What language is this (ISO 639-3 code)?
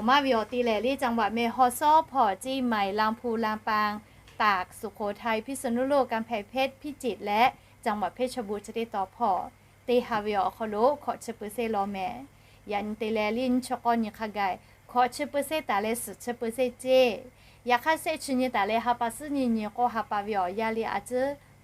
lhu